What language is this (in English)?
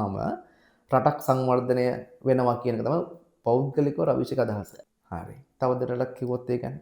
Sinhala